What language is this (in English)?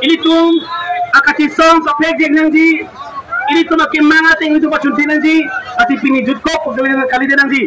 Karbi